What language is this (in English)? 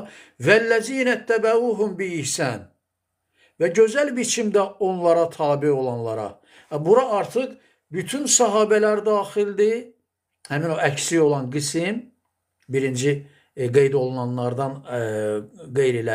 Azerbaijani